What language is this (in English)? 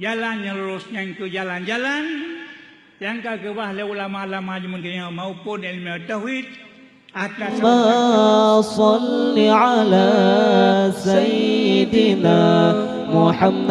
Achinese